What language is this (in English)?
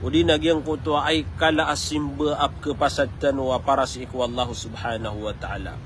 Maranao